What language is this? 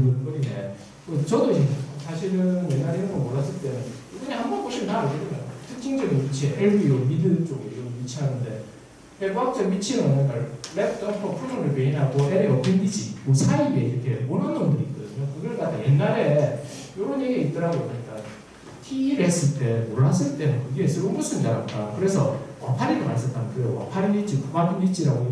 Korean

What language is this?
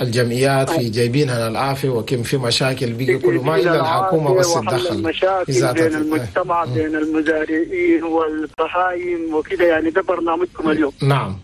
Chadian Arabic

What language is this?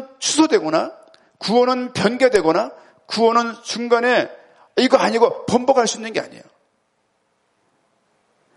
Korean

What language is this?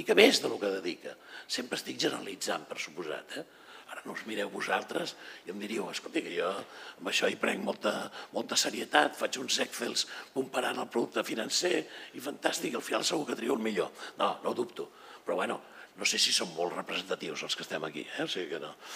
Catalan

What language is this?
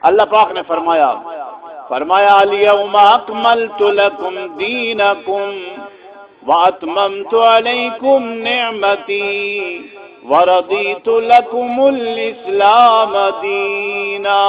Saraiki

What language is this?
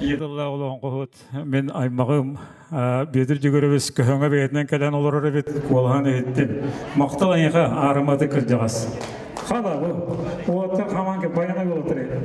Yakut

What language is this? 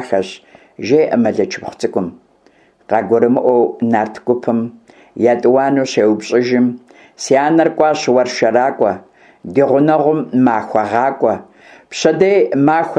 Kabardian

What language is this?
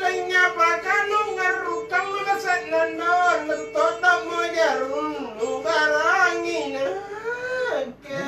Makasar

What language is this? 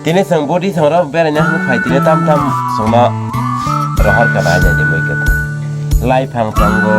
Kok Borok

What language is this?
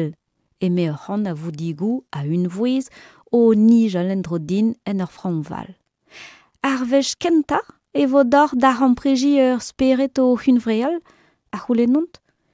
Breton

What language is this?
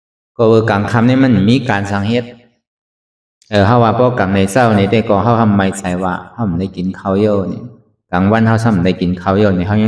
Shan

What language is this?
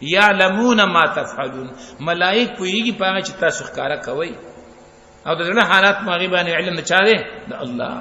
Pashto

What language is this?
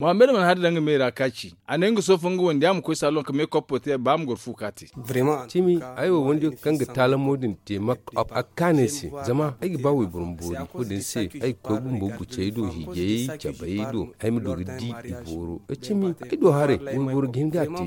Zarma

